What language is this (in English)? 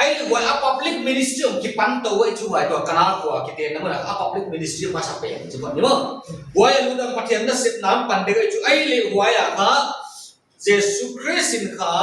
Paite Chin